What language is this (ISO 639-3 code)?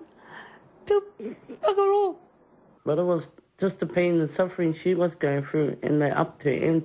mri